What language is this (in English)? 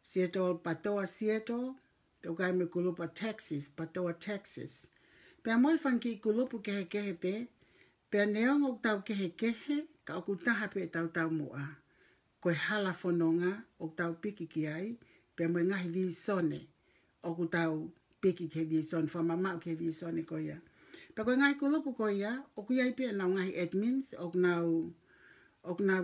Tongan